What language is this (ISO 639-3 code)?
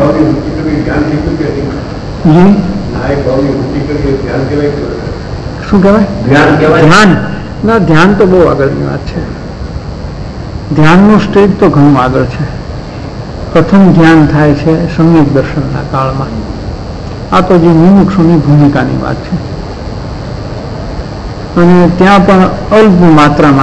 guj